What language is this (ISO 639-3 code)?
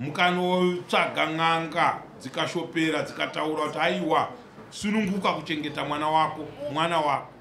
sna